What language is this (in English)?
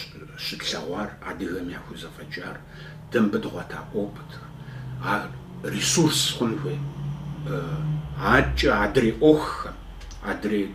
Kabardian